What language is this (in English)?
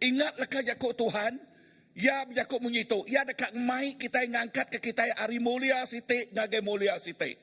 Iban